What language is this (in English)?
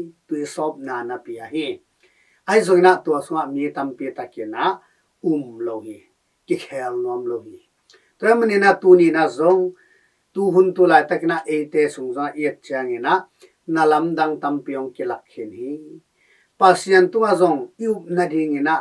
Tedim Chin